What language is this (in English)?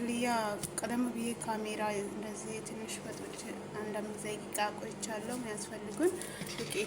Amharic